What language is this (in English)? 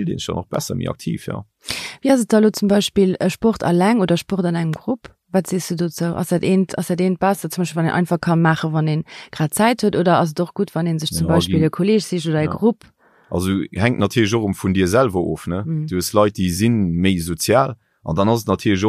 Luxembourgish